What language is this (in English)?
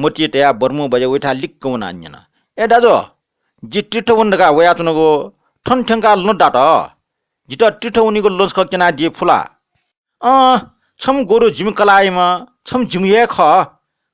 Newari